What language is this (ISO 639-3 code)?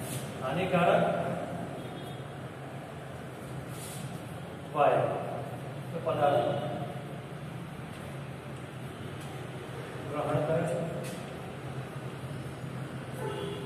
guj